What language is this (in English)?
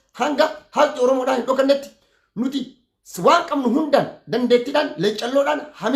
Oromo